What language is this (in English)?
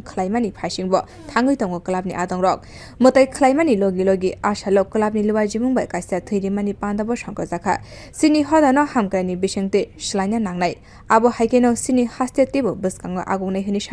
Kok Borok